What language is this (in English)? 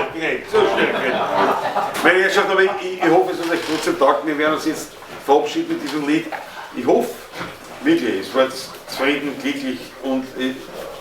Bavarian